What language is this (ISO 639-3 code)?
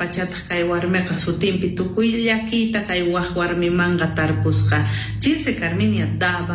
quh